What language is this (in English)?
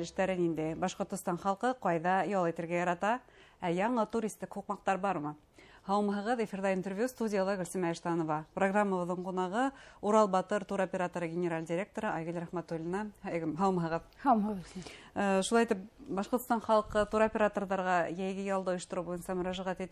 Bashkir